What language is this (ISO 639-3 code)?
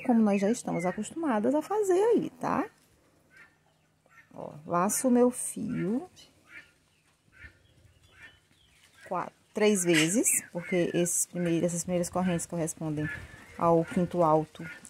por